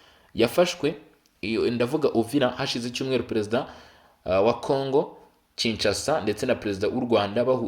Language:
Kinyarwanda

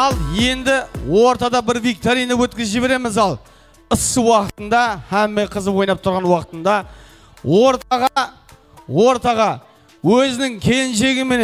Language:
Kara-Kalpak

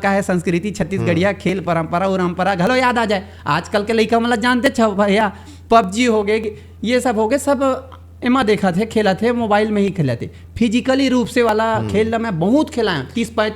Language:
Chhattisgarhi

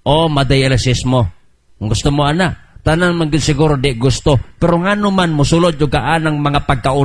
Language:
Cebuano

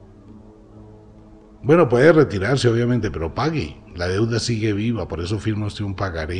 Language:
Spanish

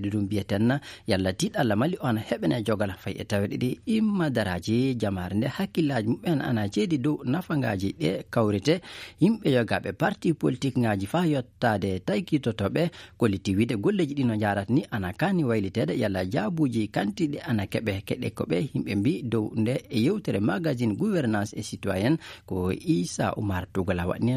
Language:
Fula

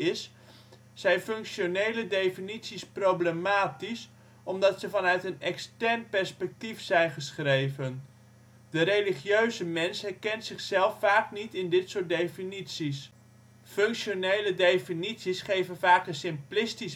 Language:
Dutch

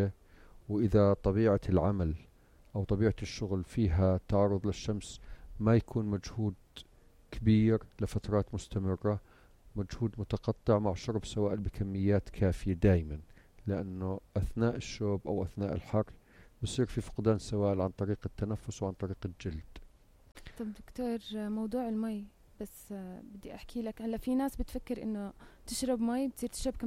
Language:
North Levantine Arabic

